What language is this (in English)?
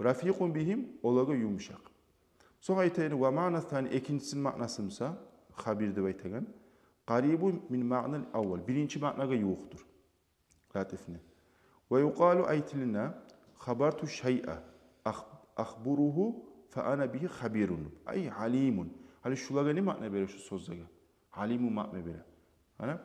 Kumyk